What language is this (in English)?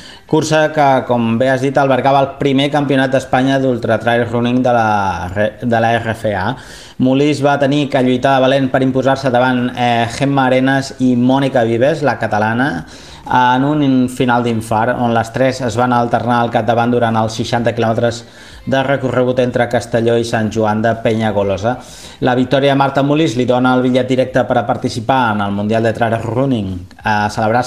Catalan